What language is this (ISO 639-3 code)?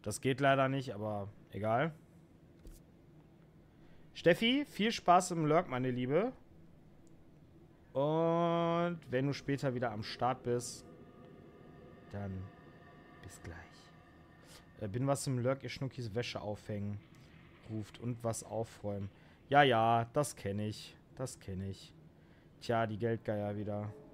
deu